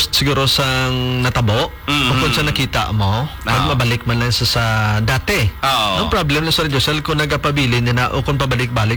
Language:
Hiligaynon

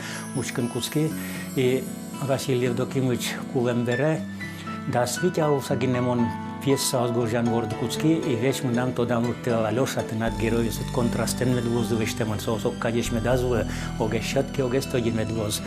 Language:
Udmurt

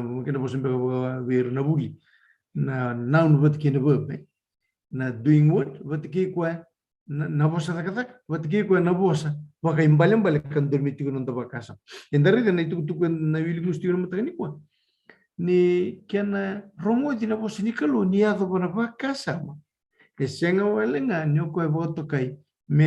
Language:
Fijian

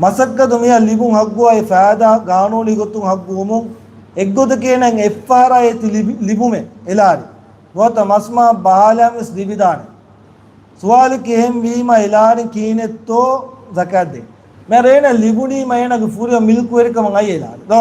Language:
Divehi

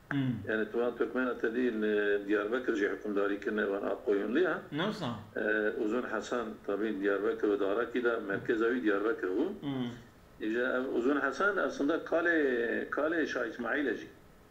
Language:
Kurdish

